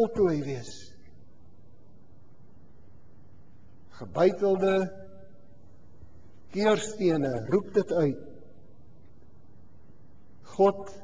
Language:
Afrikaans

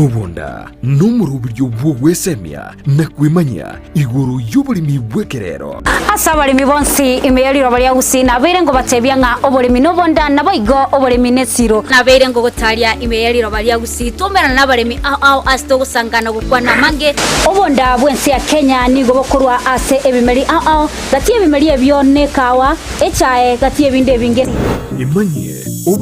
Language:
Gusii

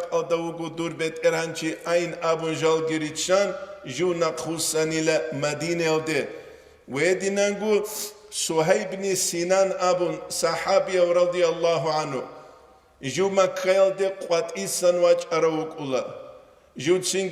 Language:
Avaric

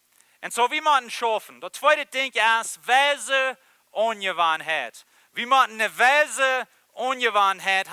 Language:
Plautdietsch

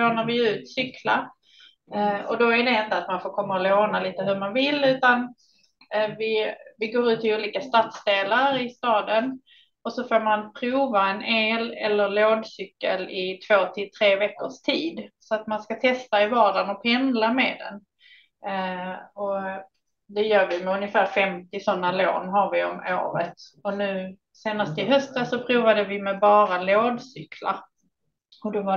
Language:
Swedish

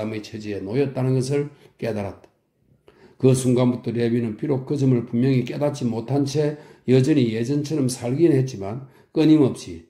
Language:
Korean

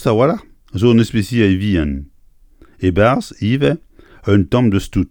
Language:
Breton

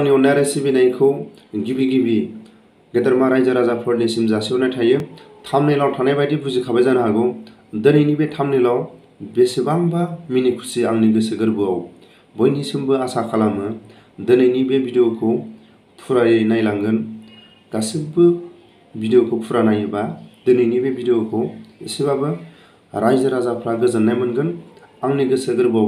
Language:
Bodo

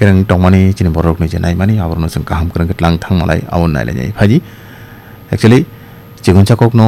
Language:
Kok Borok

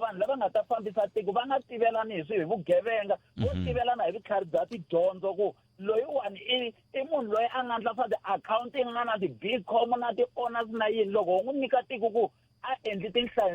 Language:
Tsonga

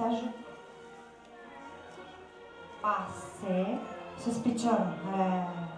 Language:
Romanian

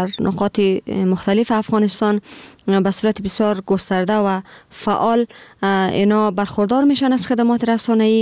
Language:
Persian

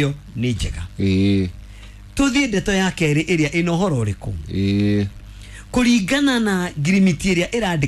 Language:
Kikuyu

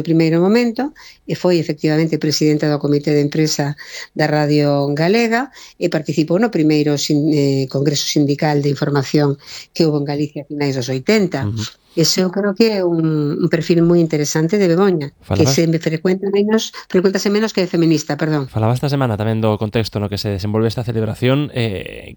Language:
Galician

